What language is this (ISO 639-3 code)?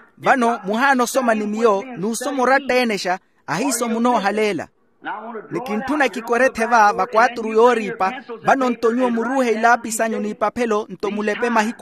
vmw